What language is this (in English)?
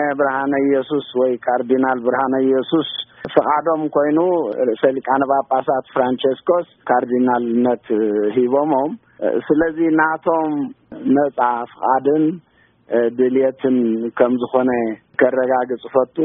Tigrinya